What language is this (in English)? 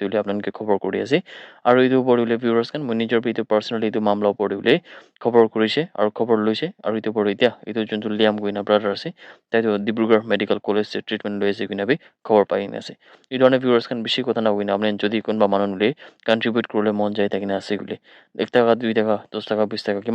Naga Pidgin